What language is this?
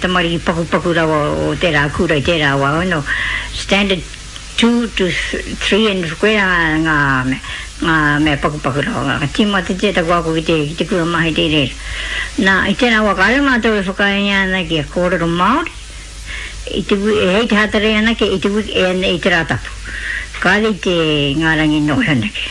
Māori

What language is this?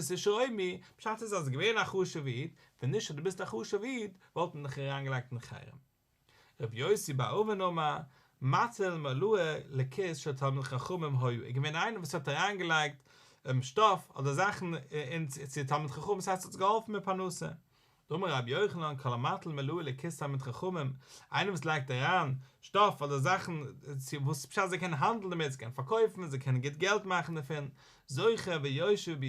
Yiddish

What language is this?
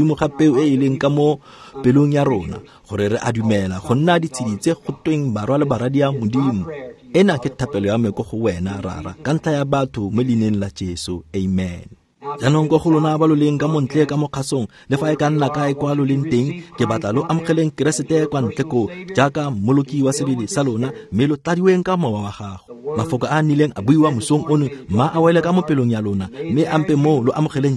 Tswana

